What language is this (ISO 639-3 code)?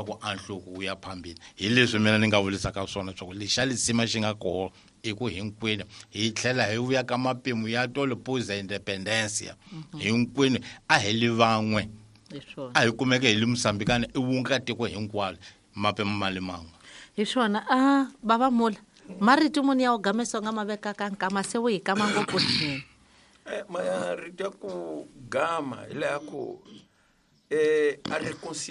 tso